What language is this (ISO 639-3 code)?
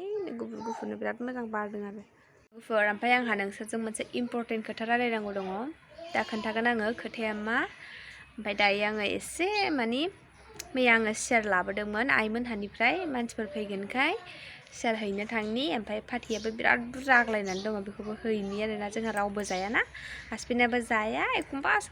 brx